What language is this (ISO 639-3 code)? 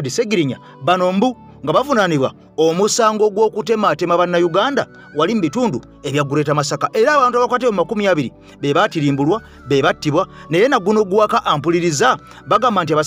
lug